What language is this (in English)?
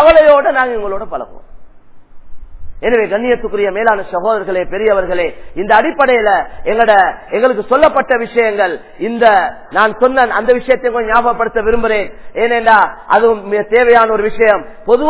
Tamil